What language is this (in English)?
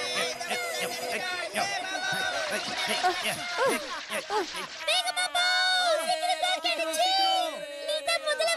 Tamil